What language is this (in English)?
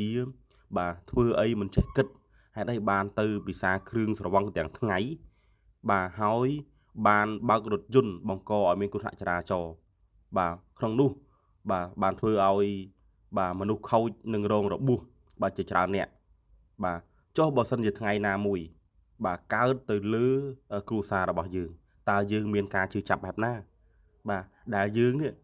Khmer